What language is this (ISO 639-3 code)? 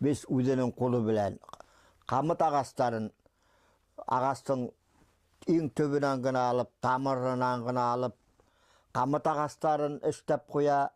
bak